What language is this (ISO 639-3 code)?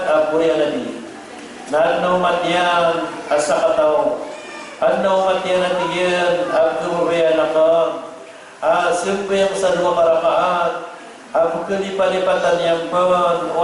mrw